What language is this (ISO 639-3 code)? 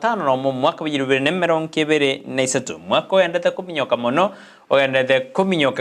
guz